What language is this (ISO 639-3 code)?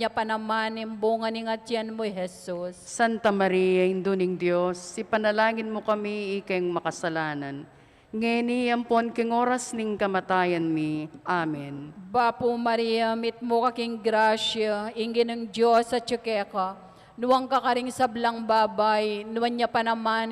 pam